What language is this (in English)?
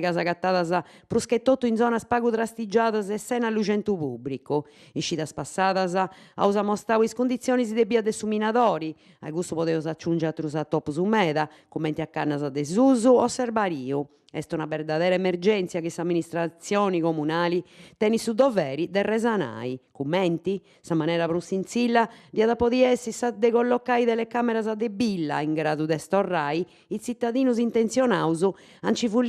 Sardinian